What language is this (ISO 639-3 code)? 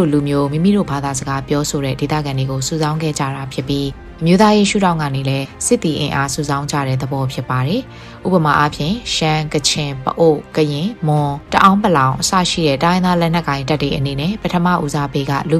mya